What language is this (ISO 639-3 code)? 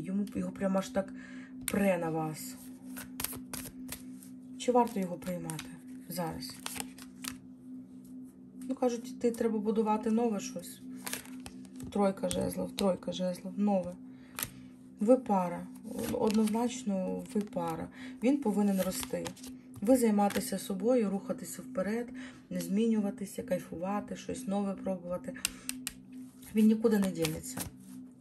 ukr